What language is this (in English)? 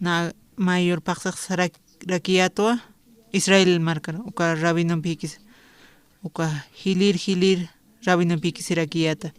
Aymara